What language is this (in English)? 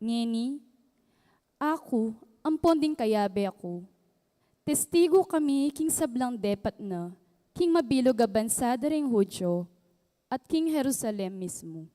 Pampanga